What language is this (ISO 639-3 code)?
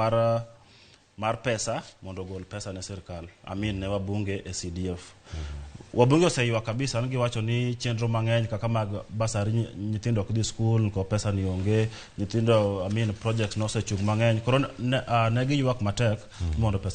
luo